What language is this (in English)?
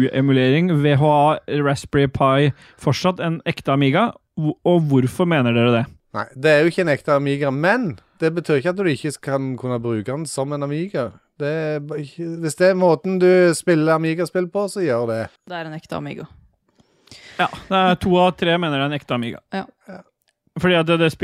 Norwegian